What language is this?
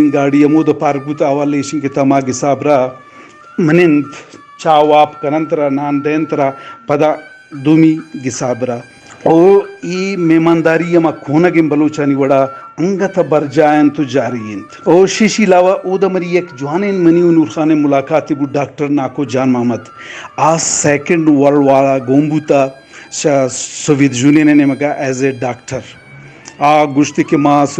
Eastern Balochi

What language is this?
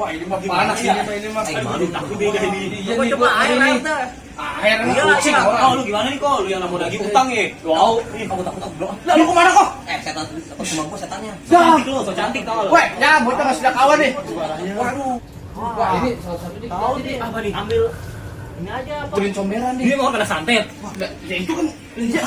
Betawi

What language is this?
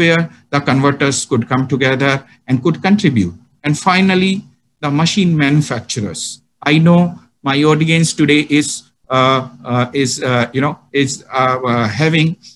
English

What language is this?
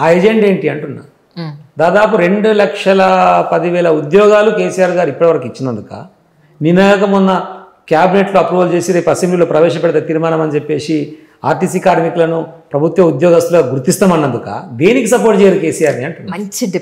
Telugu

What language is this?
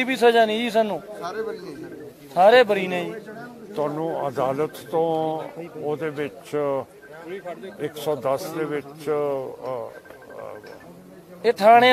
Punjabi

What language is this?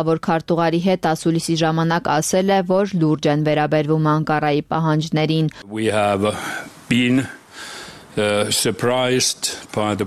Armenian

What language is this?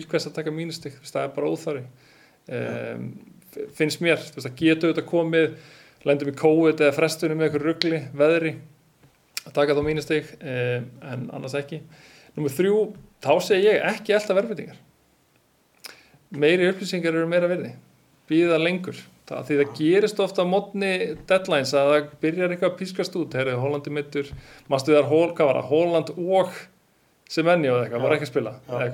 Icelandic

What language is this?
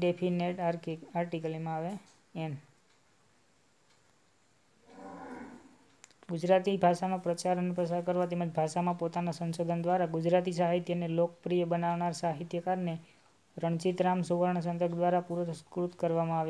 Gujarati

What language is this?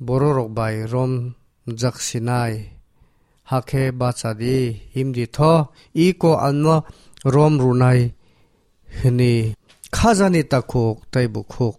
Kok Borok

